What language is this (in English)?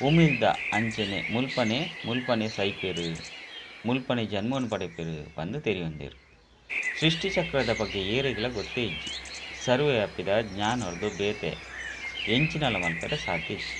Tulu